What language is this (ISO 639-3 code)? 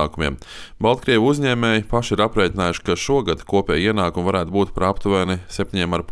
lav